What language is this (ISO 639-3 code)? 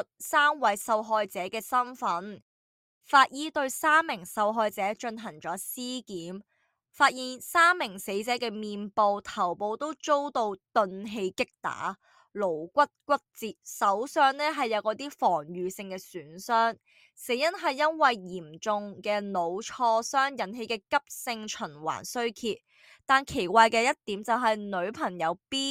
yue